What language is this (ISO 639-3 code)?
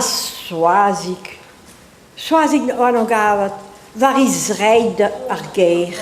bre